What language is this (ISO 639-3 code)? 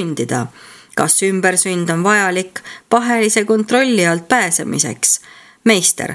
est